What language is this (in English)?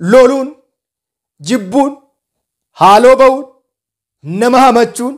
Oromo